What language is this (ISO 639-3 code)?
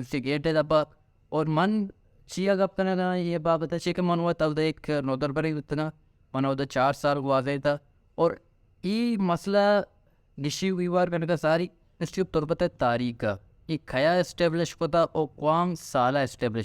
bal